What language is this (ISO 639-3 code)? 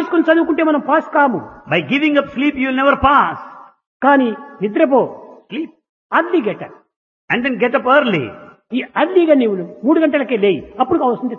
tel